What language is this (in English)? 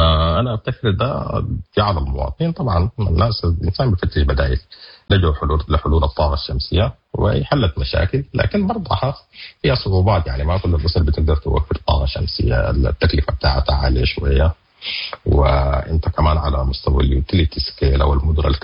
Sudanese Arabic